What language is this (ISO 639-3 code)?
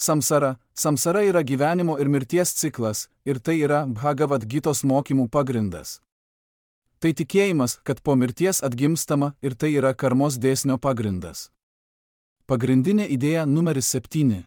lit